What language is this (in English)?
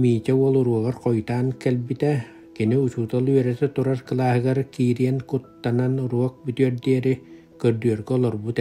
Yakut